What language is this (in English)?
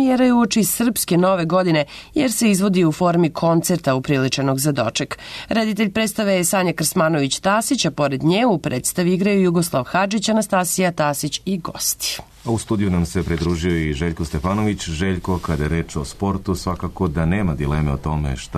Serbian